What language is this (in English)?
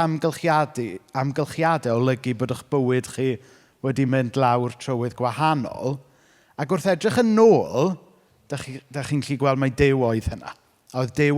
Welsh